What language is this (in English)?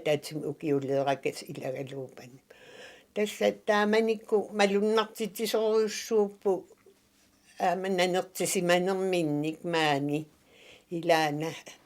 Kalaallisut